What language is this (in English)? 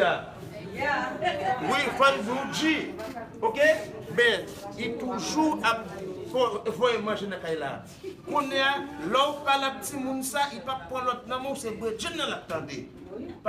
Haitian Creole